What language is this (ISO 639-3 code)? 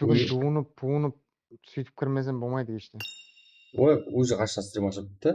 kaa